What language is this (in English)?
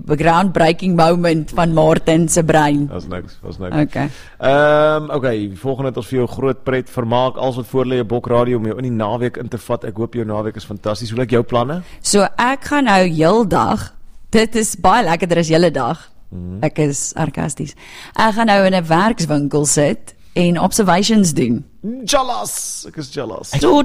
Afrikaans